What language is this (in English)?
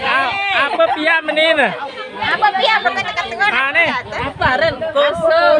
Sasak